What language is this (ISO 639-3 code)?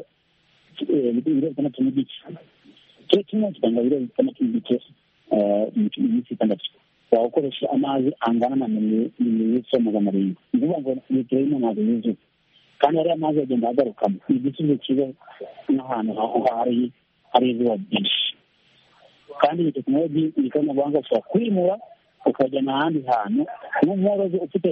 kin